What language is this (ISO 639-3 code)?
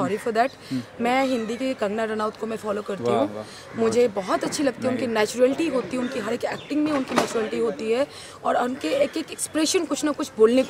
hin